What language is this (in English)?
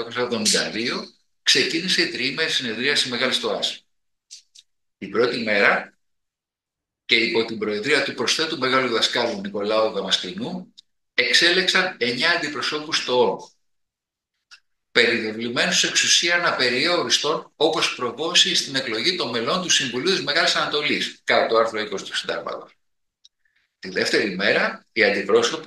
Greek